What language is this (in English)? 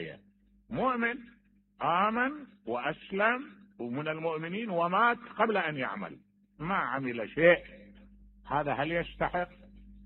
Mesopotamian Arabic